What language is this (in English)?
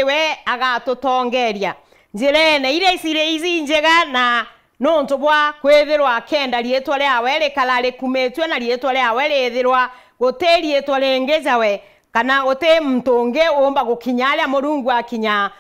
Meru